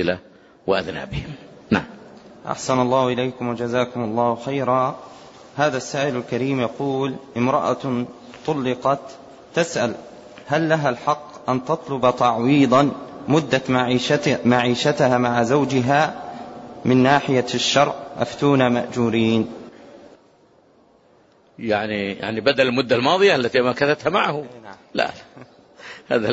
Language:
Arabic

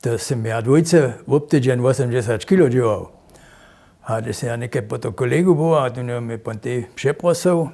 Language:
Upper Sorbian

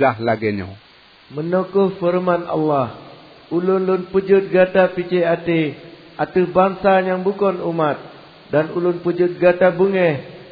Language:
Achinese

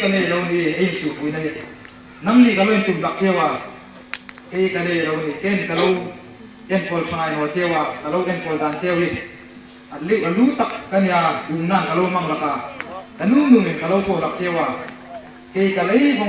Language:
Hmar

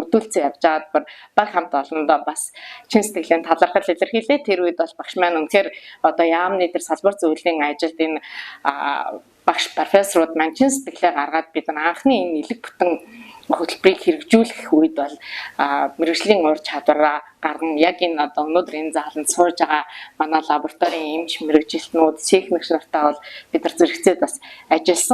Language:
Mongolian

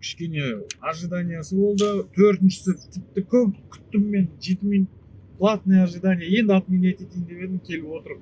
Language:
Kazakh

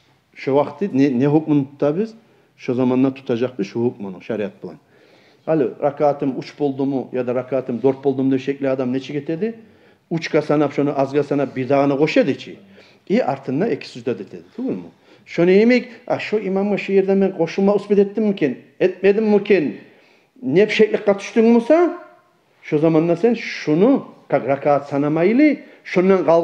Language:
Kumyk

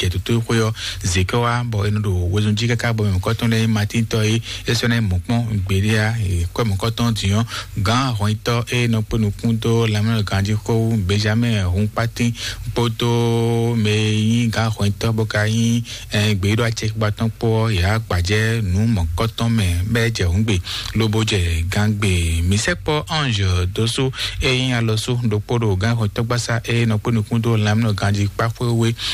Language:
Fon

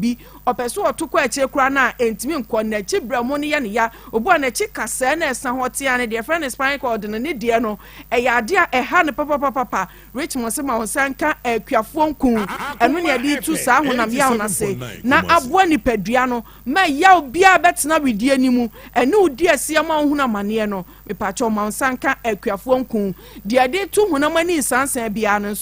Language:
Akan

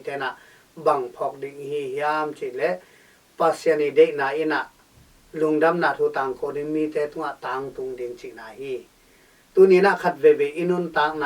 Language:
Tedim Chin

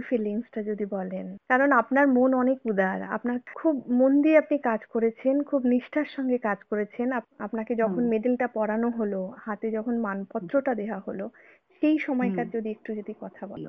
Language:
Bangla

